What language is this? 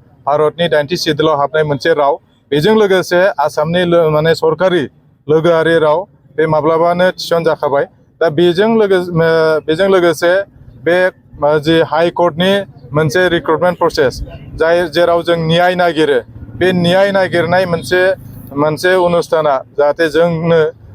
Bodo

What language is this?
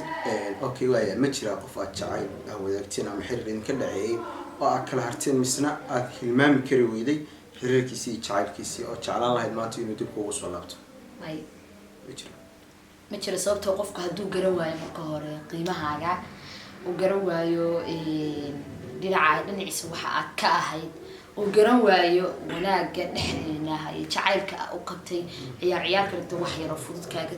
Somali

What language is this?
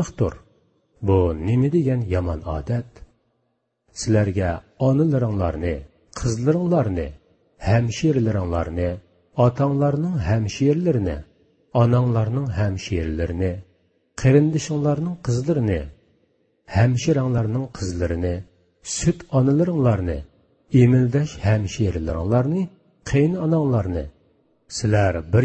Uyghur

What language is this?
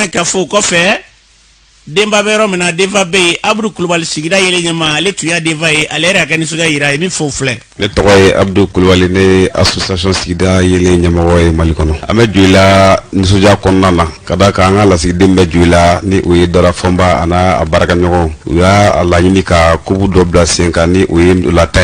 Bambara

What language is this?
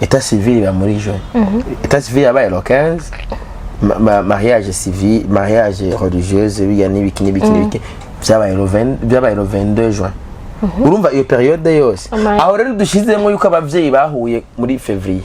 Rundi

